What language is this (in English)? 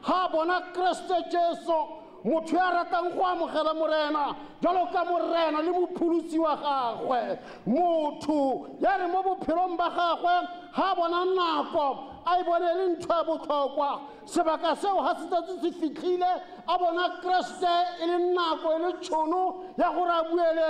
Tswana